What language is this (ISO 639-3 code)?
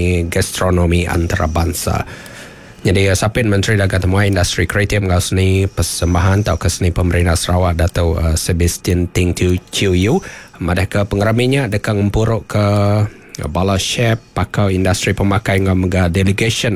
iba